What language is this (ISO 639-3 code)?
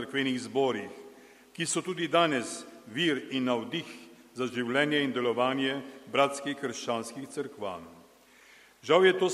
slv